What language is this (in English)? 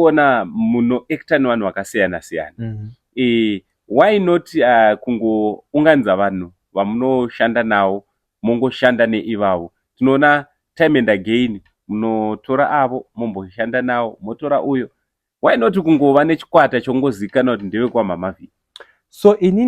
Shona